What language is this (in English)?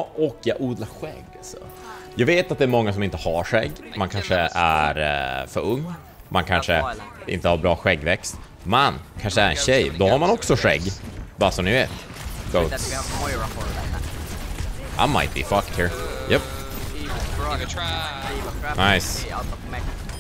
Swedish